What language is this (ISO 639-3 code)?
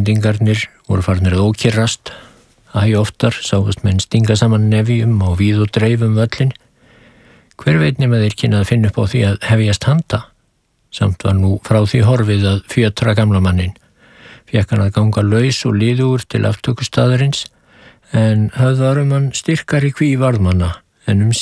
isl